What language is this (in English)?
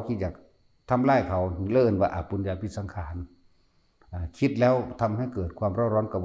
Northeastern Thai